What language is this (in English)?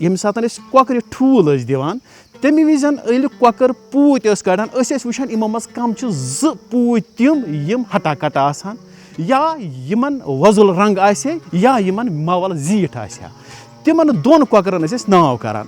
Kashmiri